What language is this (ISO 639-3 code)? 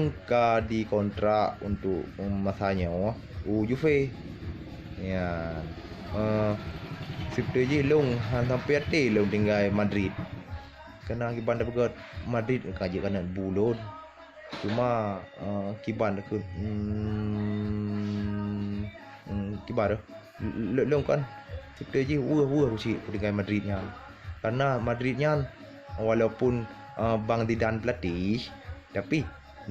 ace